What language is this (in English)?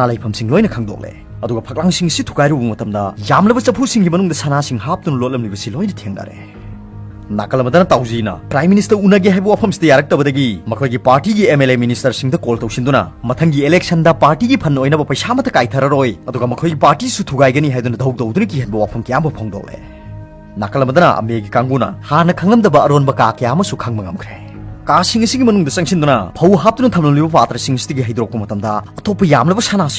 Manipuri